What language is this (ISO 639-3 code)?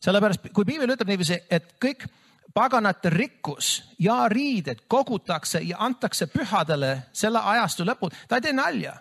est